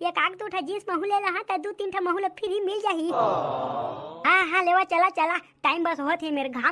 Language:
Chhattisgarhi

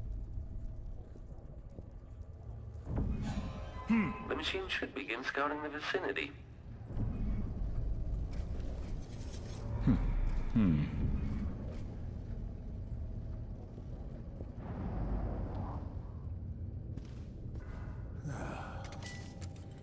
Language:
English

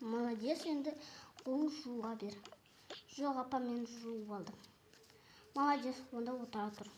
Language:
Kazakh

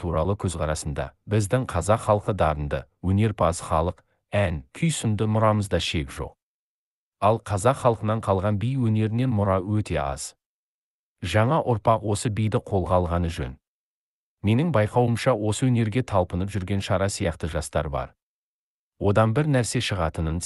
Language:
Kazakh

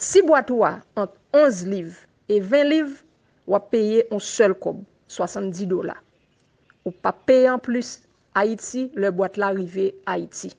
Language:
Haitian Creole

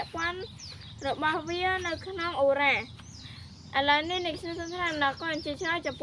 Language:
Khmer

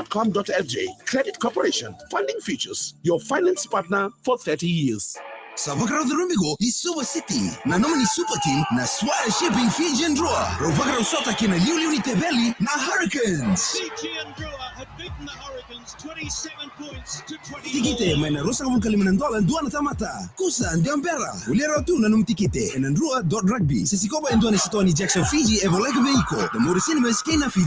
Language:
Fijian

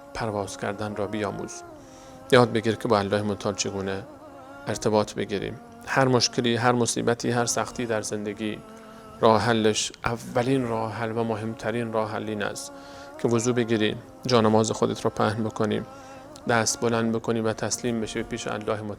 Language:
Persian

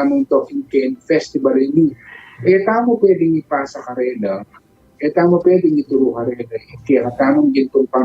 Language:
Pampanga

